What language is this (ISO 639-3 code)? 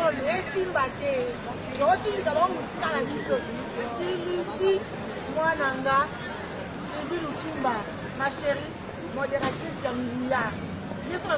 lin